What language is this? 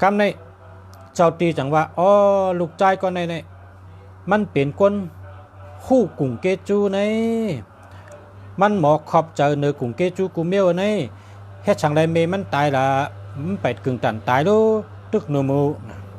Shan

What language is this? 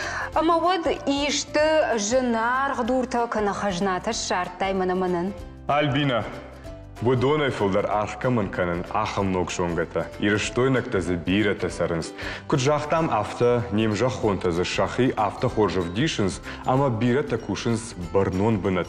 Ossetic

